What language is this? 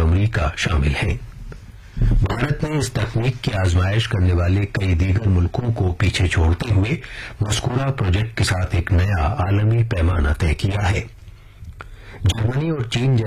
Urdu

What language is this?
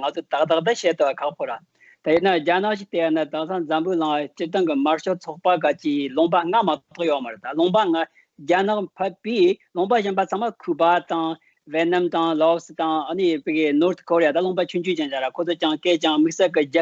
Tibetan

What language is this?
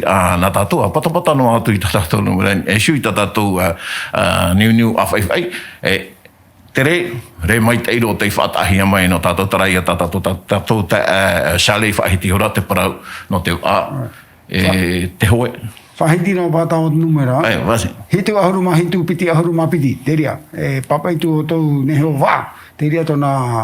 Tahitian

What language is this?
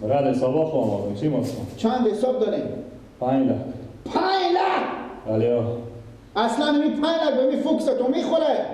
Persian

